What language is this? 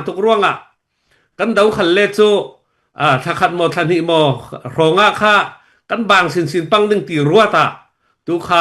Falam Chin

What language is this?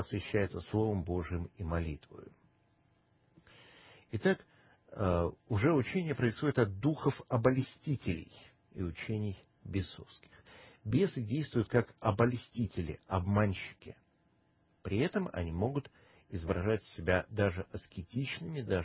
Russian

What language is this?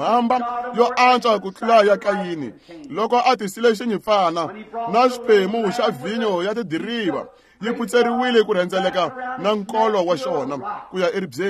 Tsonga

